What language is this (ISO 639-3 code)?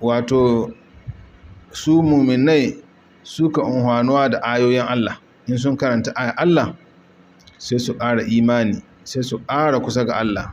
hau